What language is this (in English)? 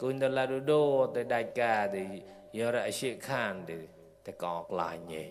Mon